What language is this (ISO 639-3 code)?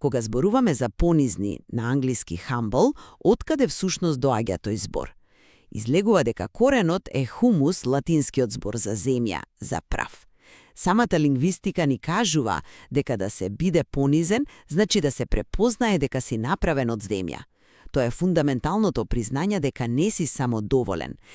mkd